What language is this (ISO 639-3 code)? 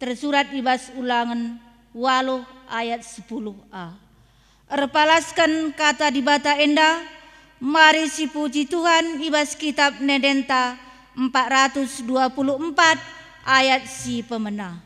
btx